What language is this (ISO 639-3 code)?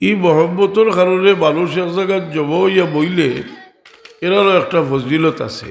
syl